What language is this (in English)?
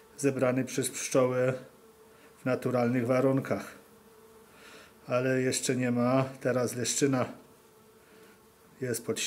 Polish